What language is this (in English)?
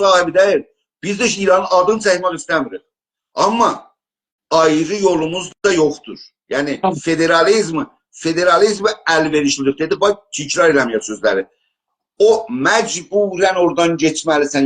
South Azerbaijani